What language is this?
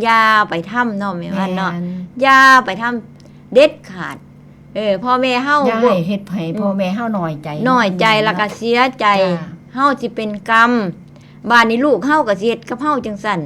Northeastern Thai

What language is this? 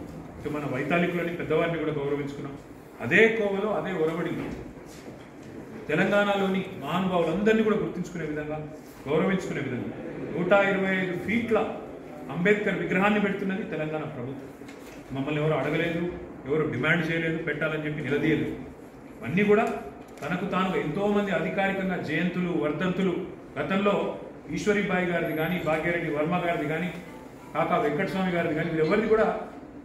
Telugu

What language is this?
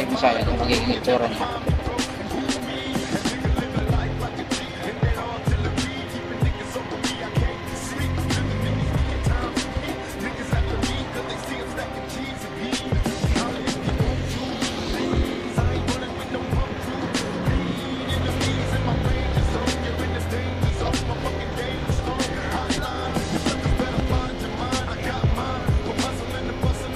Filipino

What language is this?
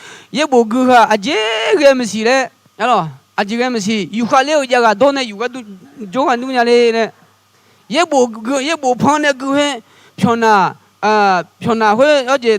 Akha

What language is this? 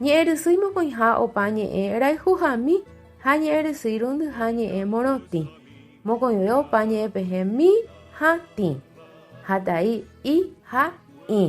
Guarani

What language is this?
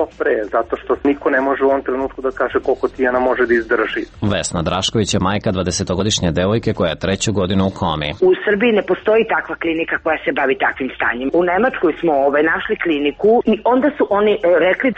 Serbian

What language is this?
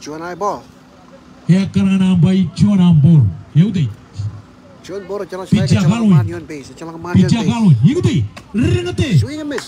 Marshallese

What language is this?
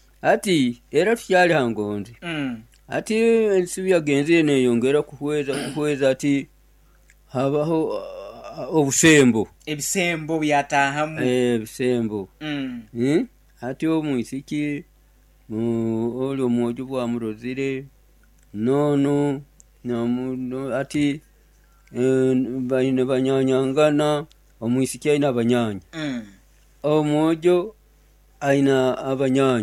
Nyoro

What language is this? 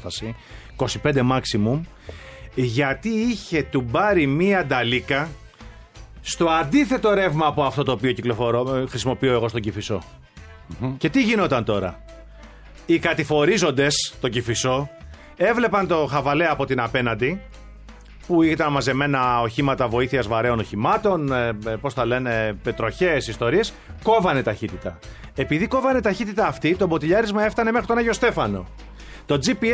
Greek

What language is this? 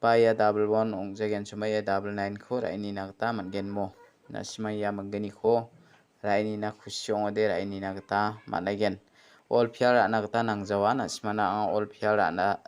Garo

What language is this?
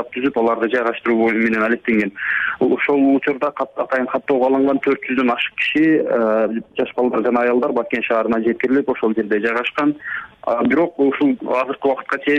Kyrgyz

